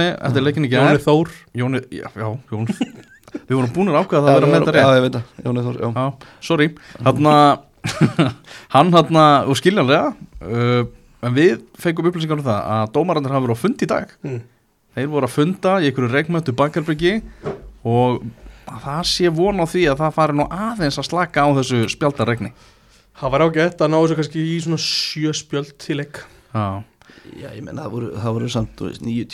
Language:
Icelandic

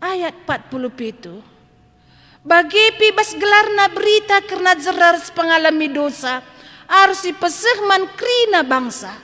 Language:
Batak Karo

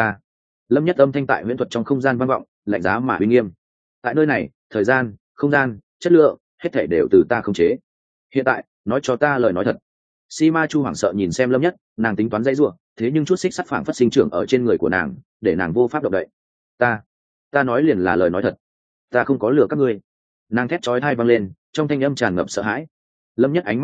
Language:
Vietnamese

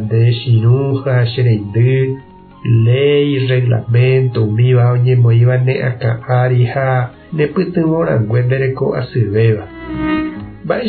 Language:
Guarani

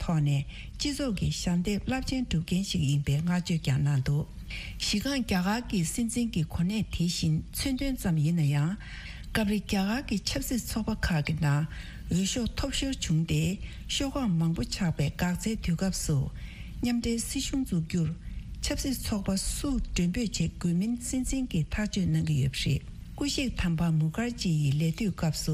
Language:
Tibetan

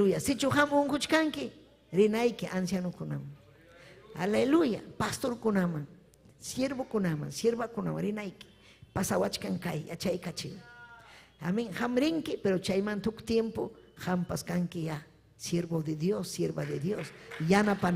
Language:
Ayacucho Quechua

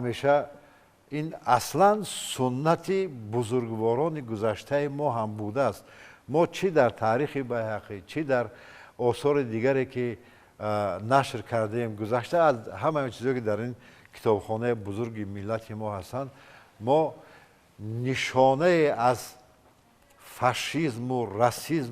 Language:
Tajik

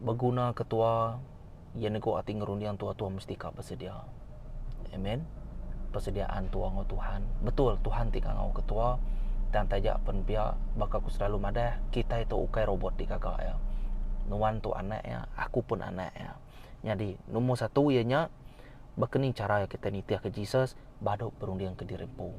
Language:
Iban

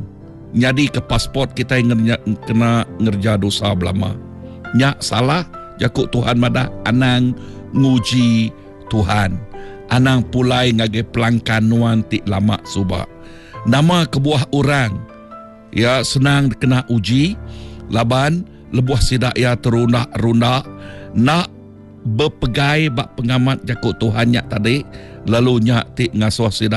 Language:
Iban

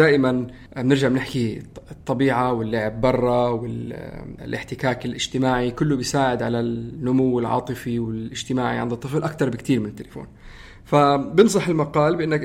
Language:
North Levantine Arabic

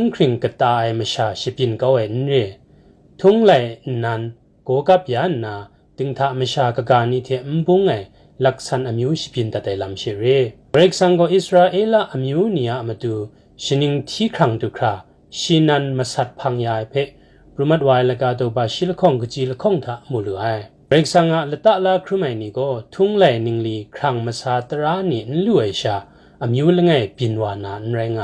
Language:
Kachin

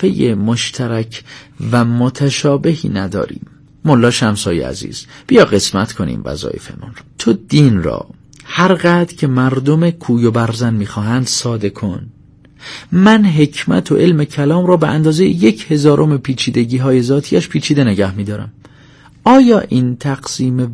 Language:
Persian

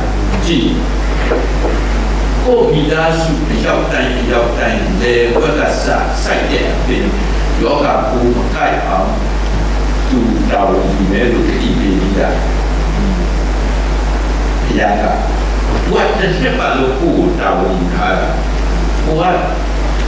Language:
Burmese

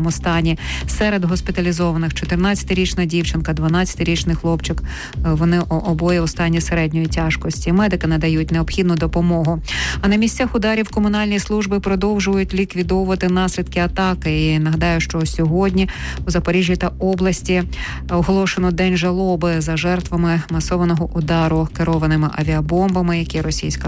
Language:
Ukrainian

